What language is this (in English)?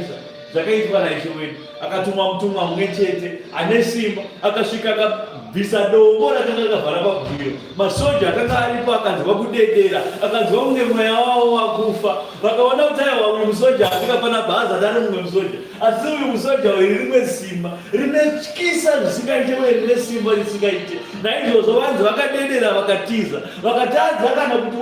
Shona